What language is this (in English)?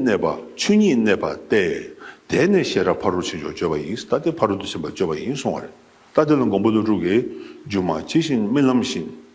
Tibetan